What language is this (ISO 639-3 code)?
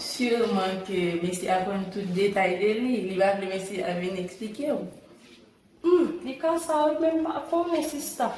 hat